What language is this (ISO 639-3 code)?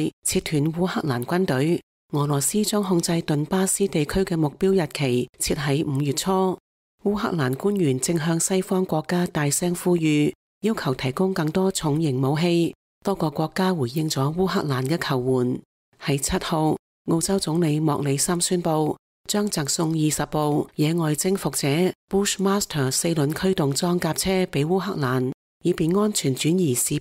yue